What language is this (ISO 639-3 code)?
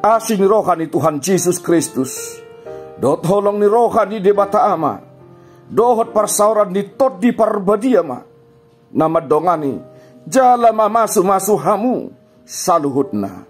bbc